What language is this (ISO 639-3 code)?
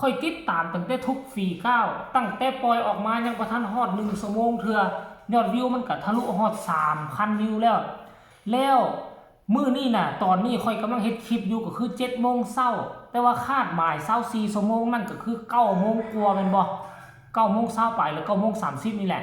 tts